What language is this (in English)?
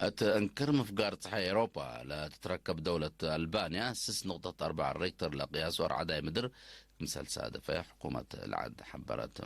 Tigre